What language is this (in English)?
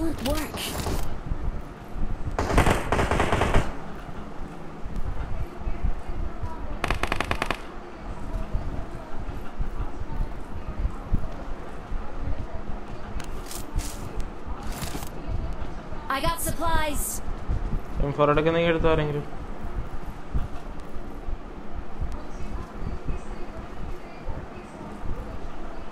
Malayalam